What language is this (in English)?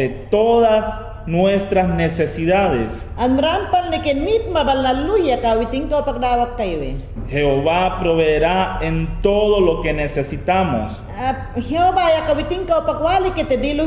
Mayangna